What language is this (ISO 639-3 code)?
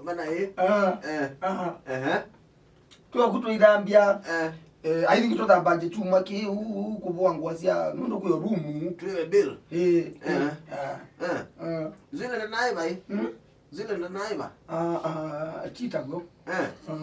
kam